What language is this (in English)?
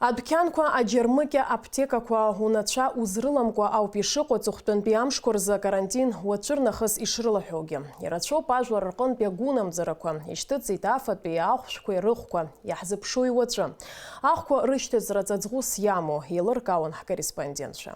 Abkhazian